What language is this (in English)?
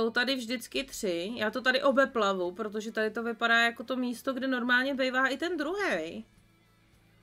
Czech